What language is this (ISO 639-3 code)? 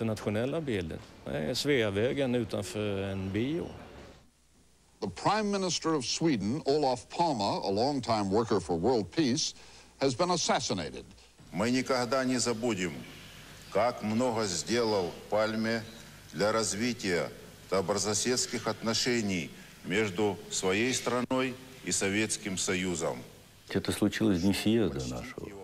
swe